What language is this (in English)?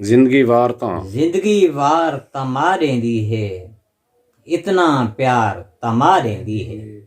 Saraiki